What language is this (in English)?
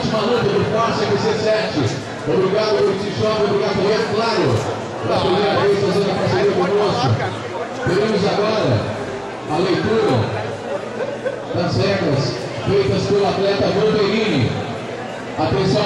Portuguese